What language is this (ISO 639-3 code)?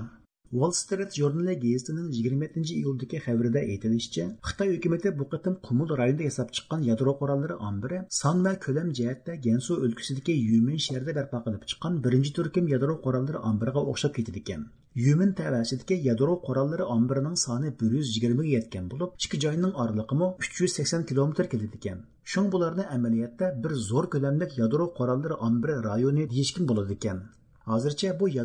uig